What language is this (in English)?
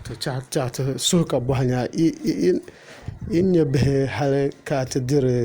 Dagbani